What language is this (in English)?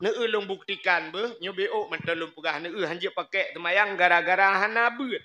Achinese